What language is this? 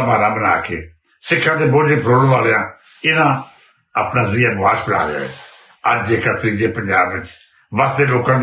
Western Panjabi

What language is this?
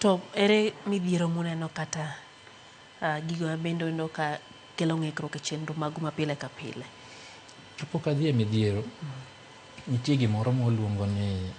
Luo (Kenya and Tanzania)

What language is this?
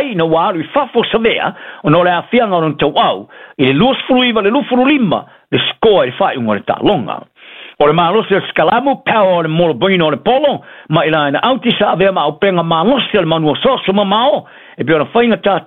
Samoan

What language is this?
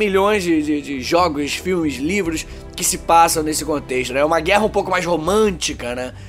Portuguese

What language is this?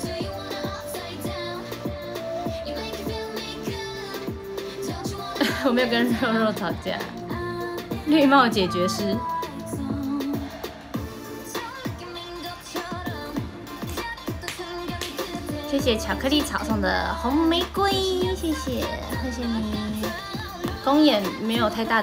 Chinese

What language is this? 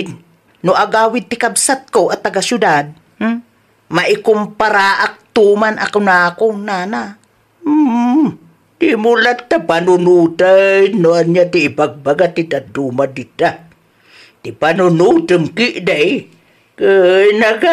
Iloko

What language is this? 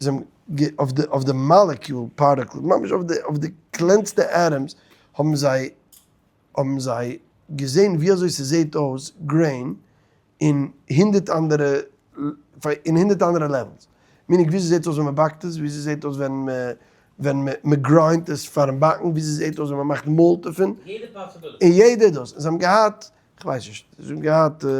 Yiddish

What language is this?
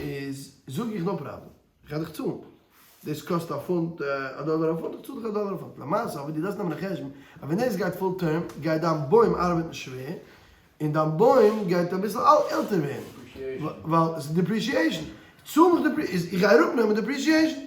Yiddish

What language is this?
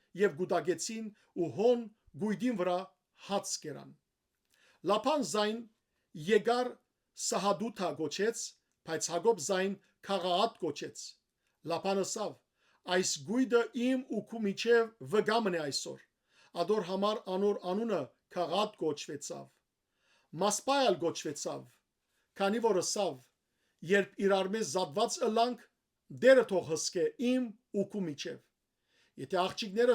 Western Armenian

